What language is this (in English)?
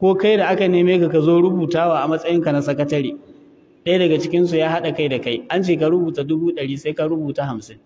Hausa